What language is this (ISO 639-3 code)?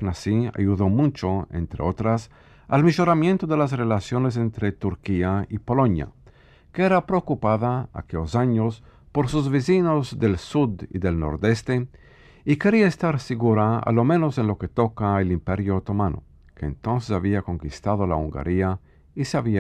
lad